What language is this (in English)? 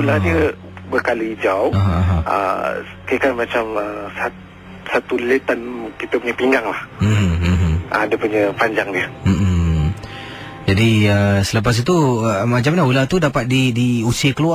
Malay